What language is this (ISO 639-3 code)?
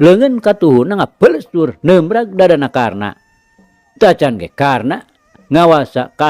sun